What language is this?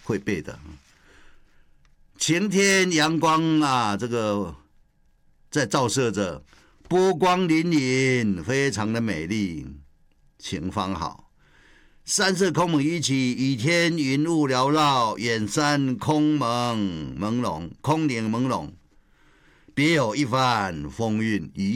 Chinese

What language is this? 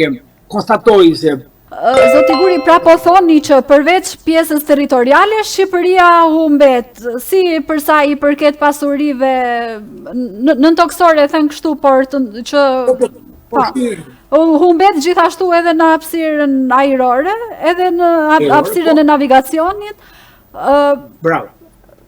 Albanian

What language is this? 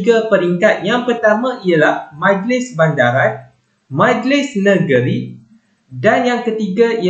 Malay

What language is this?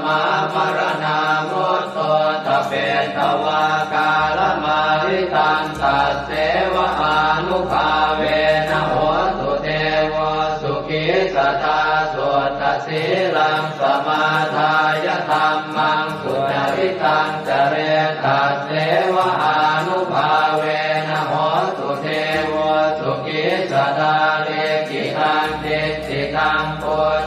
Pali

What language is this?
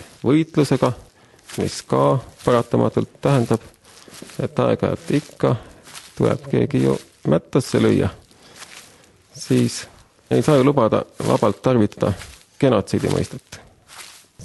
Estonian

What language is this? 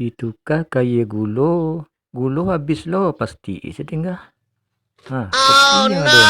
Minangkabau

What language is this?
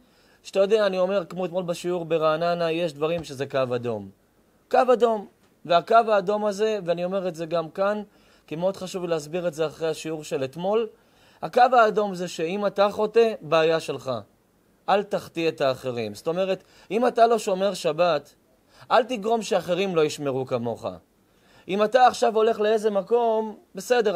Hebrew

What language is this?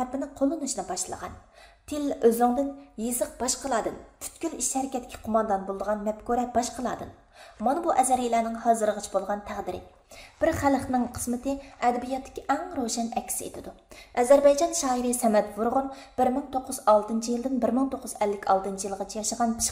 Uyghur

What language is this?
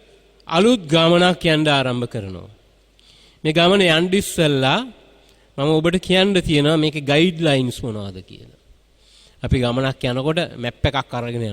Sinhala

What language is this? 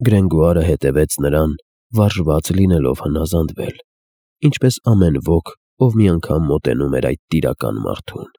Armenian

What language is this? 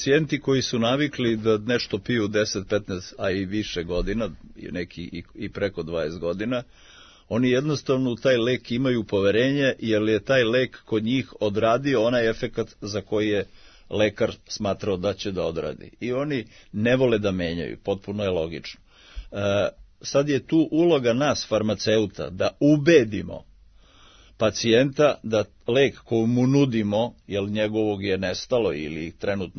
Serbian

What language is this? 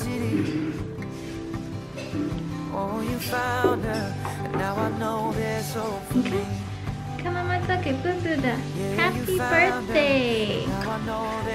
Chinese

